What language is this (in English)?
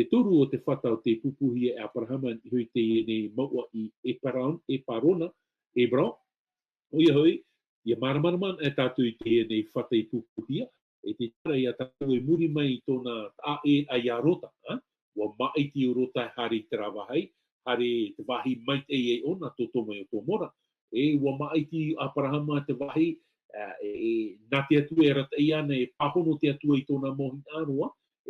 Tahitian